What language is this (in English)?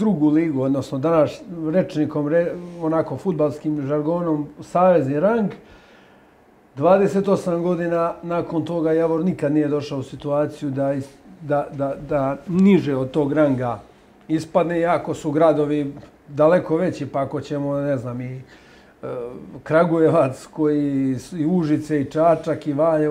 Serbian